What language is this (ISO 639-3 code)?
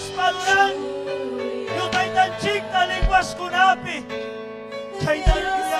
quy